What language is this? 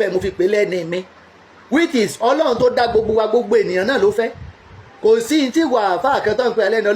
Yoruba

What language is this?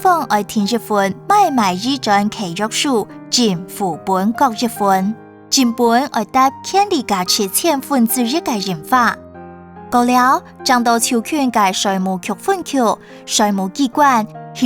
Hakka Chinese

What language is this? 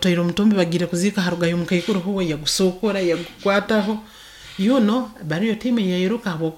Nyoro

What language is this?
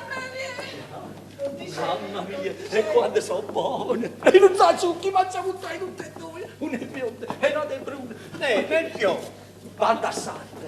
Neapolitan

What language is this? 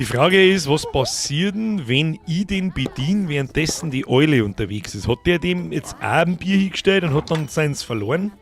Bavarian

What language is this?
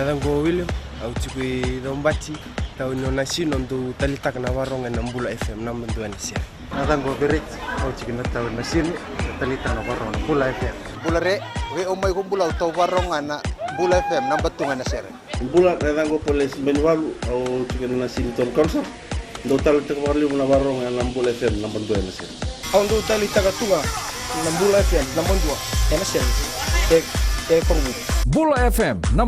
Fijian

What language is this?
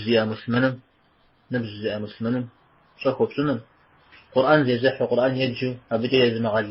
Kabardian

